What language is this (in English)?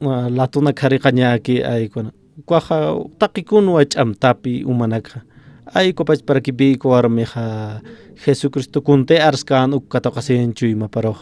Aymara